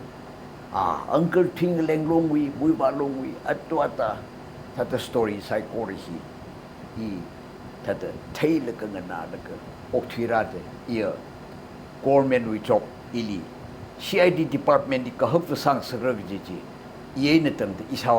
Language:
Tangkhul Naga (India)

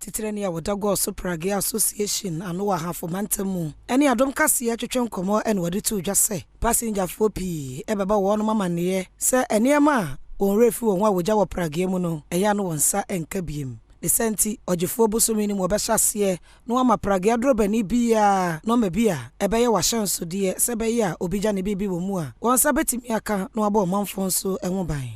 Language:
Akan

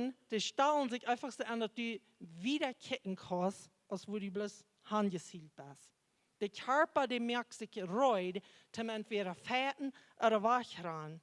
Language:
Plautdietsch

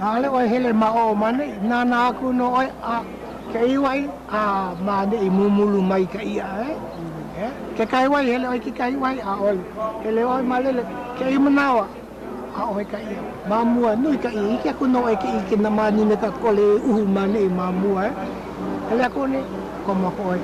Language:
Hawaiian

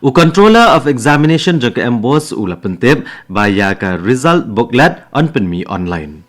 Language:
Khasi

